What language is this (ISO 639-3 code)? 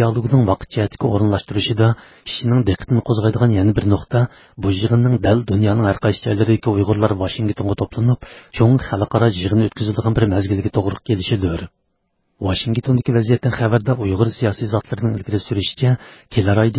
uig